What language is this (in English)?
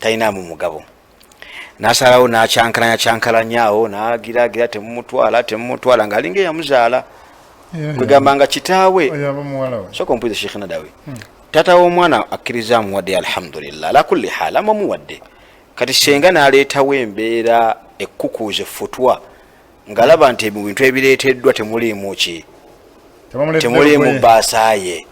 Ganda